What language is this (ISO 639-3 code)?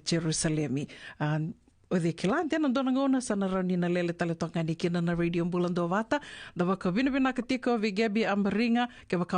fij